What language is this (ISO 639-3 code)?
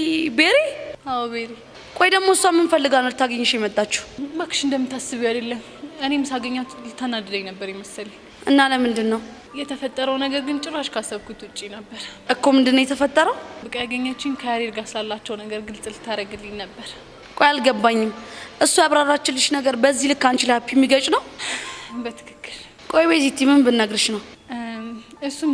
amh